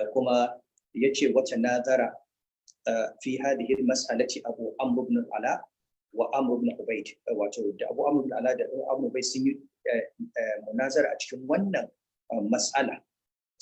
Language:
Hausa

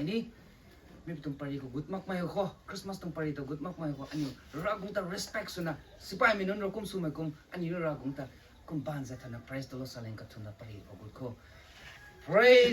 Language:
Rongmei Naga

